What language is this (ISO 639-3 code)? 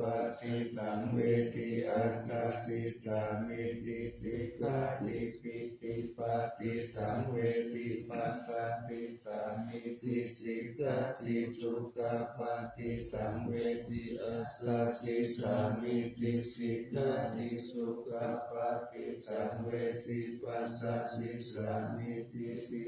pli